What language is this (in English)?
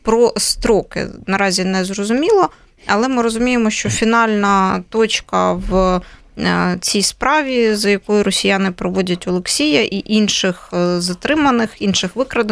Ukrainian